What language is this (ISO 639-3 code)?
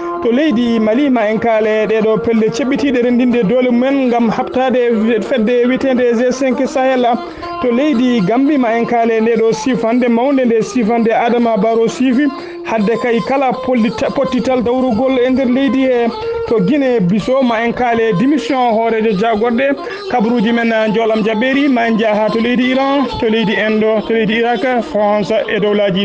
ful